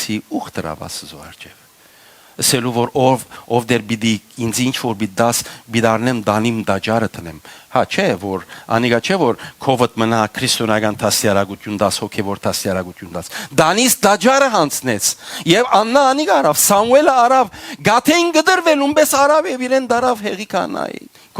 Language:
Western Armenian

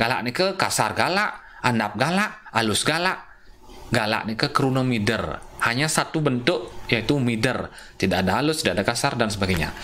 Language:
Balinese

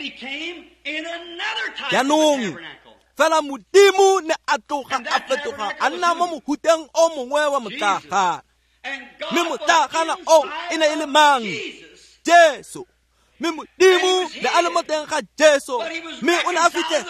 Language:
Tswana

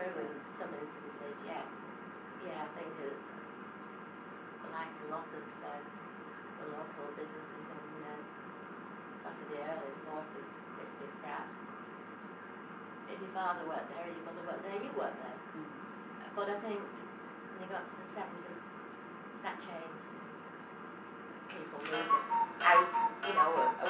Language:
English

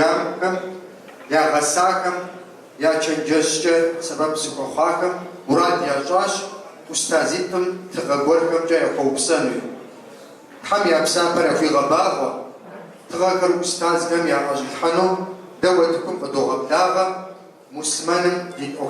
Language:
Kabardian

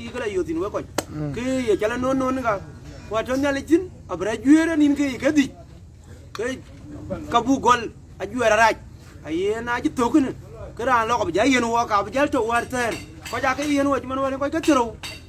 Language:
Dinka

